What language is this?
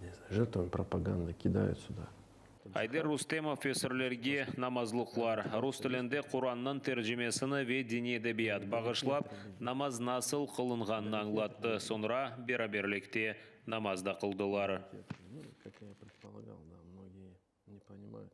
Crimean Tatar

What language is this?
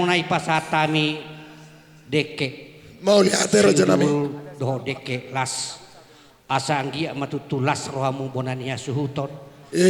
Batak Toba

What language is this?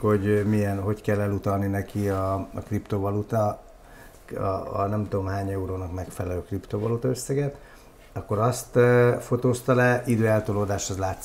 Hungarian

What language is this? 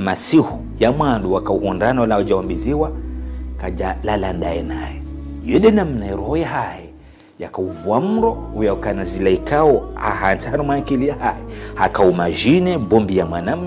Ngazidja Comorian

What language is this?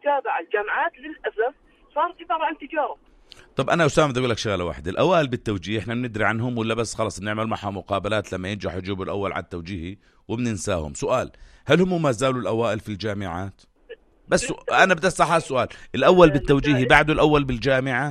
North Levantine Arabic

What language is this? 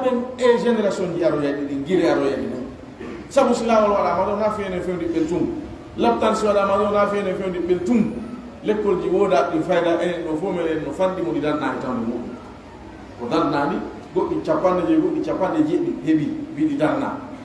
Pular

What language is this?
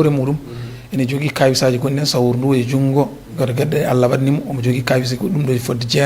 Fula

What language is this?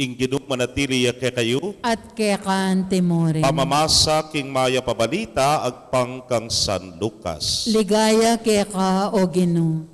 Pampanga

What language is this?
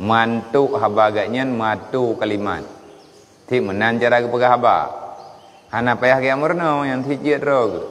Achinese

